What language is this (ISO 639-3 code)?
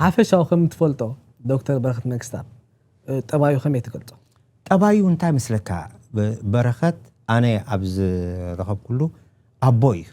tir